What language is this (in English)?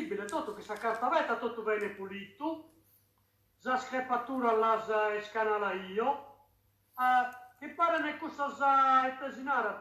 Sardinian